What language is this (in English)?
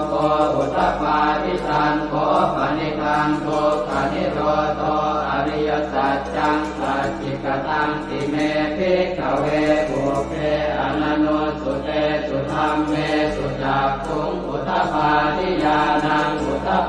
Pali